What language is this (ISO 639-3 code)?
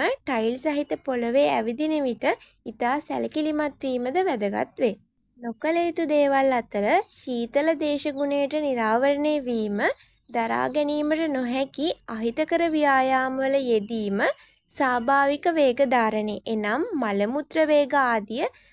sin